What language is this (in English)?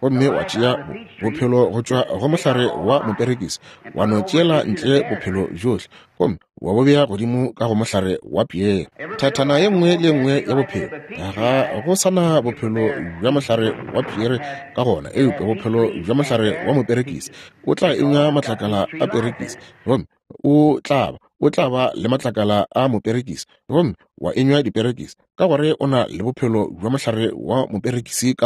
Northern Sotho